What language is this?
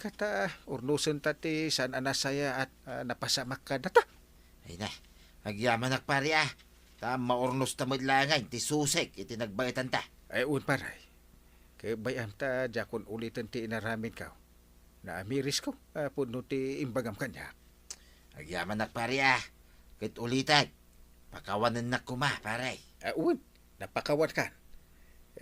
Iloko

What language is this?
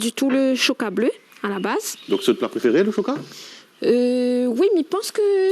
Réunion Creole French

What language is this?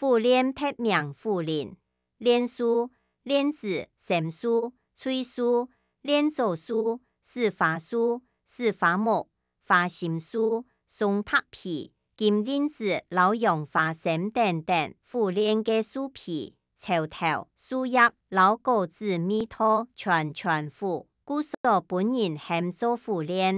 Hakka Chinese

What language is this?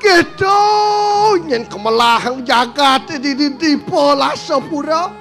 Balinese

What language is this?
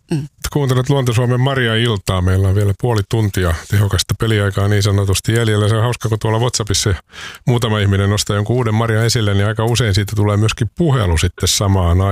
Finnish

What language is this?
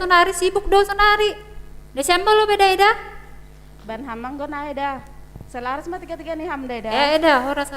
Batak Simalungun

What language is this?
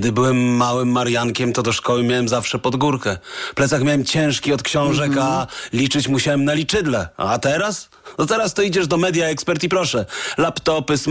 Polish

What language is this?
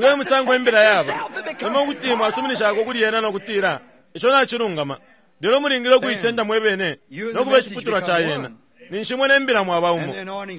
Bemba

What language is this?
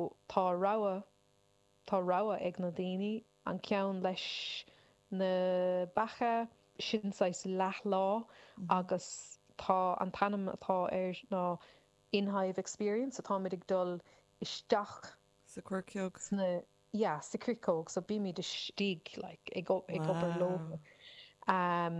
Irish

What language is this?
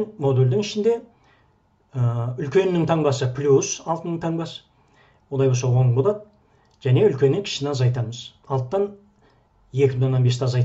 Kazakh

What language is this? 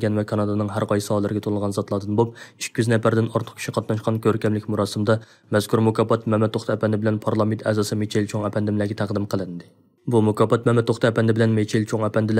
Uyghur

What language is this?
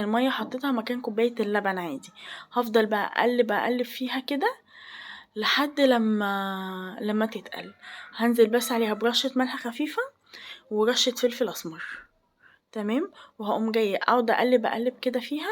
Egyptian Arabic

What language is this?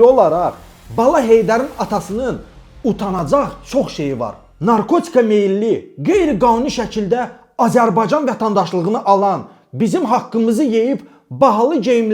Azerbaijani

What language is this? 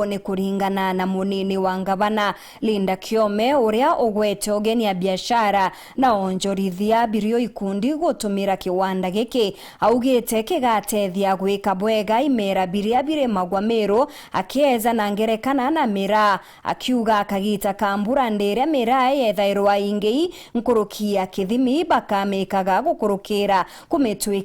Meru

